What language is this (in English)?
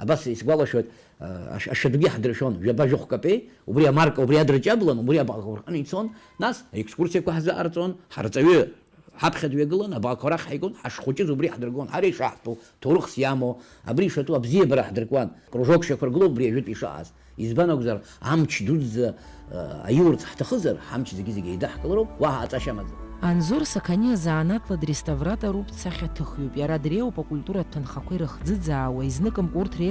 Abkhazian